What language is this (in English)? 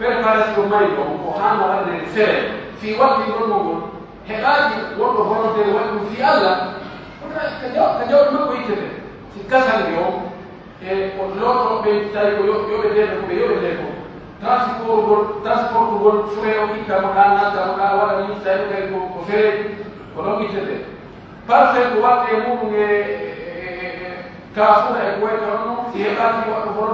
Pular